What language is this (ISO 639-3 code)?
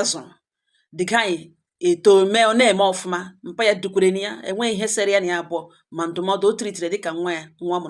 ibo